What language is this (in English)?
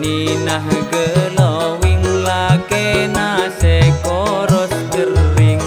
Madurese